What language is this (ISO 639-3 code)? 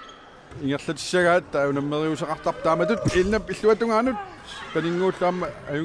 kal